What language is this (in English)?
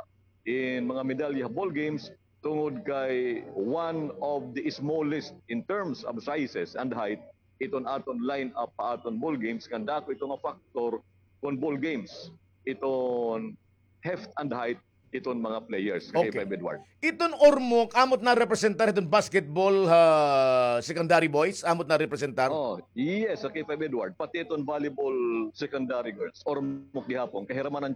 Waray